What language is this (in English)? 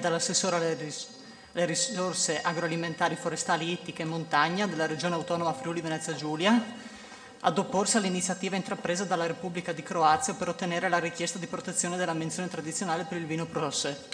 Italian